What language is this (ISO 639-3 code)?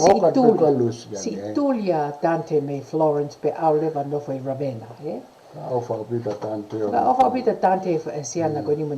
ton